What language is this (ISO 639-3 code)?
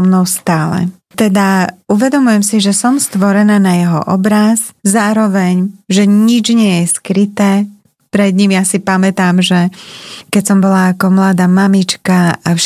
slk